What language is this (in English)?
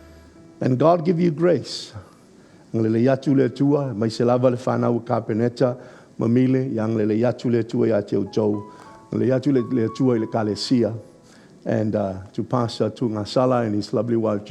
Samoan